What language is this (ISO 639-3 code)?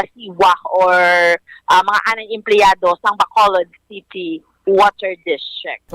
hil